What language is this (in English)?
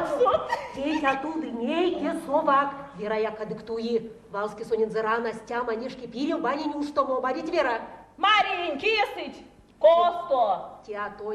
Erzya